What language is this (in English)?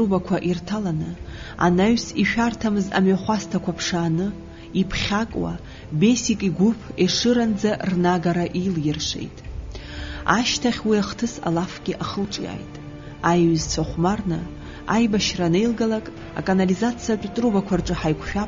Abkhazian